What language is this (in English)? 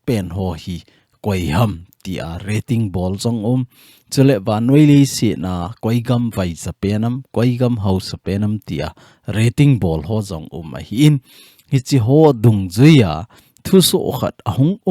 Thado Chin